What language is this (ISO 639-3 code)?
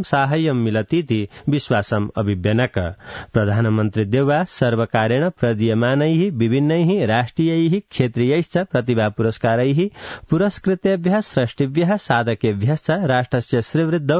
san